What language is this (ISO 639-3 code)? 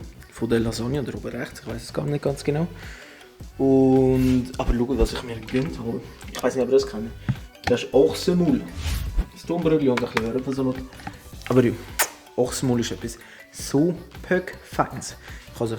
gsw